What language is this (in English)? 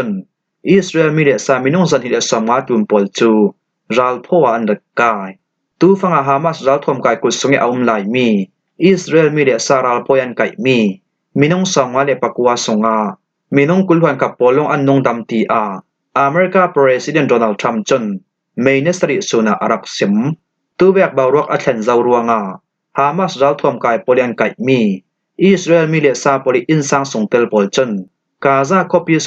Falam Chin